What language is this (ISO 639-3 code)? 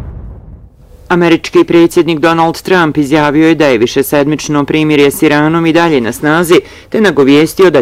bos